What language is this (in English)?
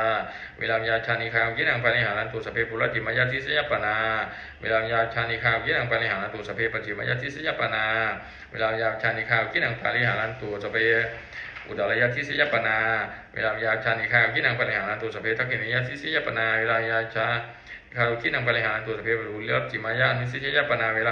Pali